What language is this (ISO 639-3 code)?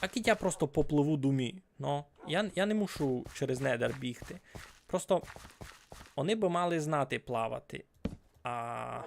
rue